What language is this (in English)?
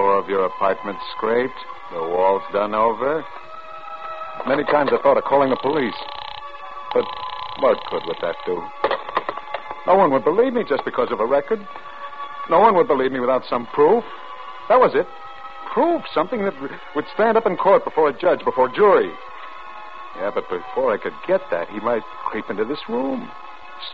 English